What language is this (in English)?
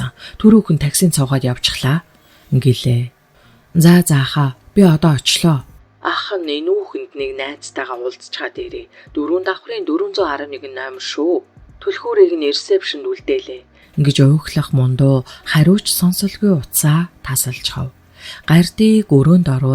Mongolian